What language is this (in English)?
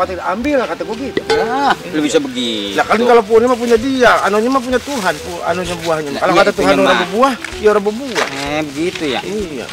Betawi